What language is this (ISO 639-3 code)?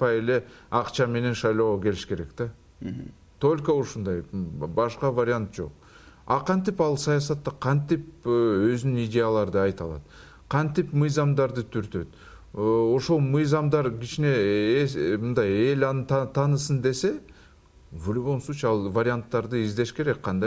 kir